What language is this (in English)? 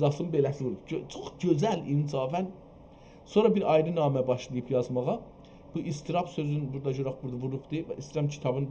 South Azerbaijani